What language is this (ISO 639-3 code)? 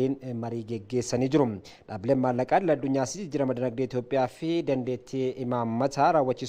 orm